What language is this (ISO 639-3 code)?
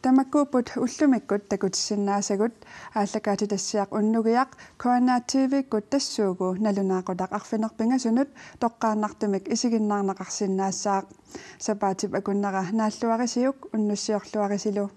kal